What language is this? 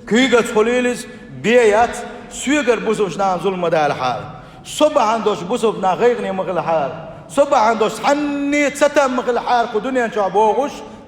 Chechen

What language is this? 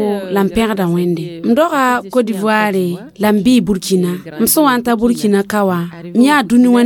Mossi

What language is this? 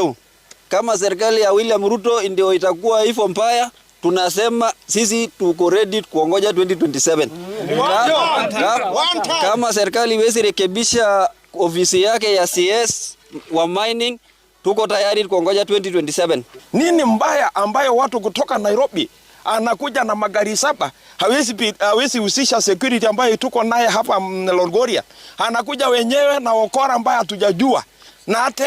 Swahili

